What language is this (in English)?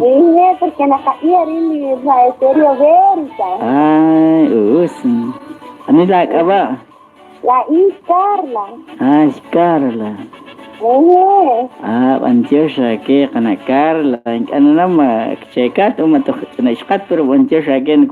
Kekchí